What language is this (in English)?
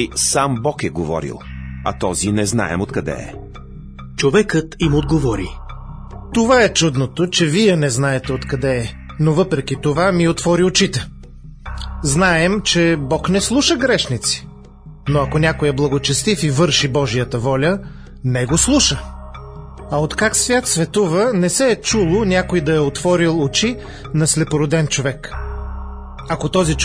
Bulgarian